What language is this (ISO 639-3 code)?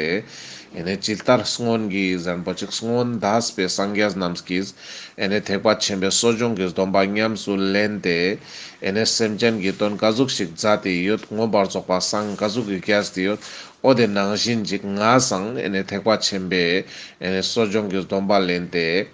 lbj